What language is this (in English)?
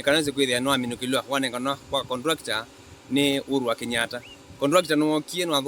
Kamba